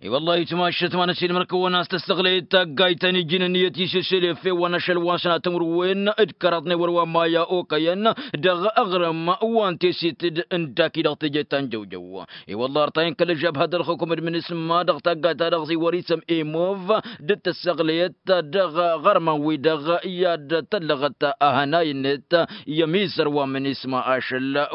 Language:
Tamasheq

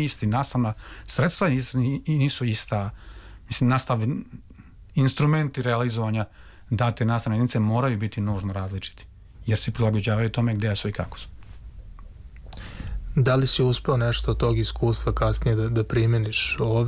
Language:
Serbian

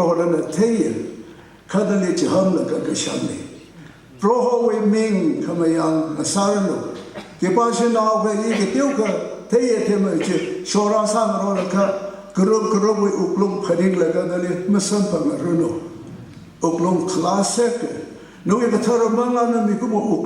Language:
Tangkhul Naga (India)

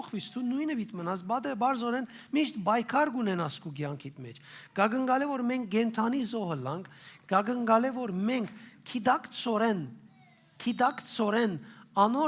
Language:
Western Armenian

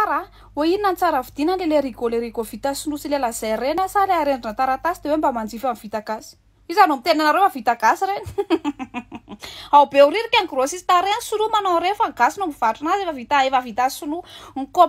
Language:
Malagasy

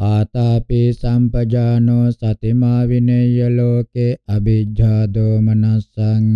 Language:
Pali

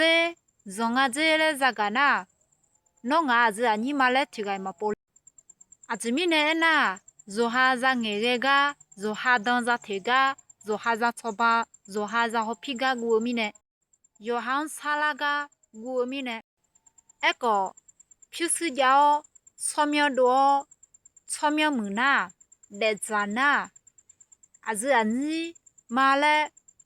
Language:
Akha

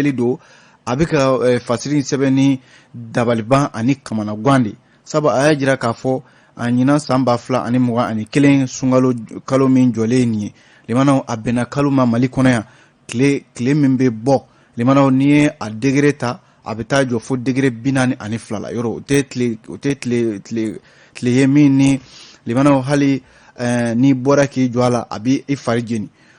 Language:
Bambara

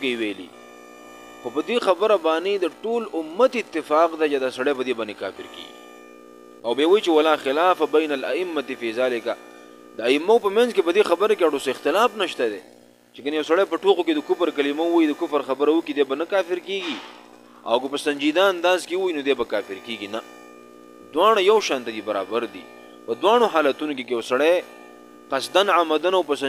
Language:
Pashto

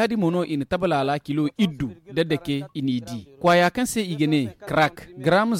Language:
Zarma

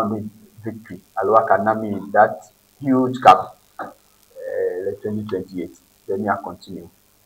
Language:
Ewe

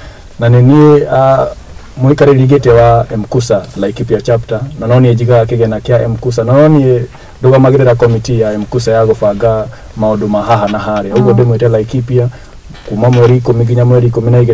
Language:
Kikuyu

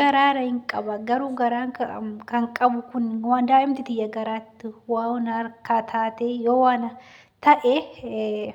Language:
Oromo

